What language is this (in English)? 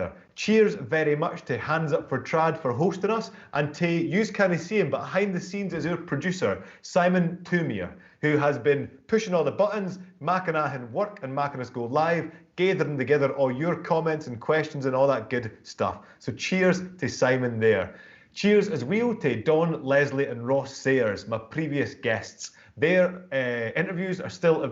Scots